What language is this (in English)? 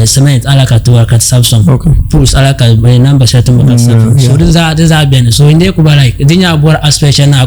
Dagbani